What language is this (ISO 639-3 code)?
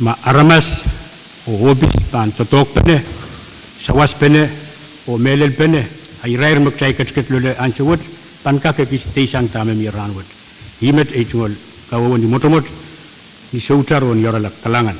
pon